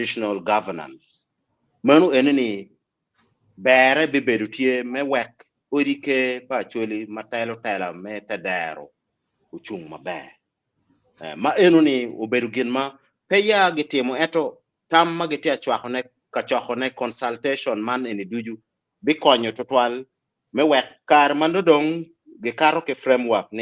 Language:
Acoli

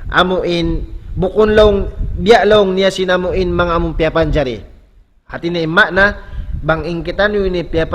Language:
Tausug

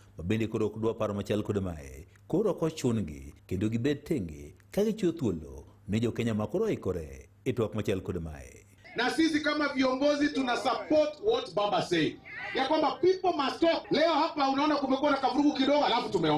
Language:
Luo (Kenya and Tanzania)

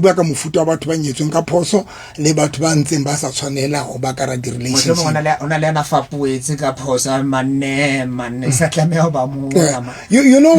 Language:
Southern Sotho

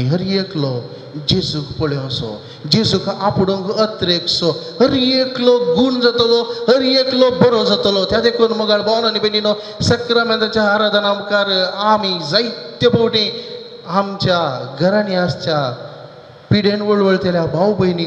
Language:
Konkani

